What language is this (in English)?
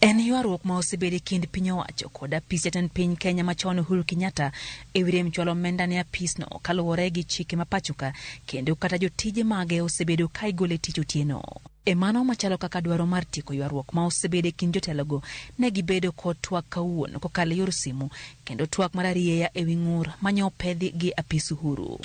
Luo (Kenya and Tanzania)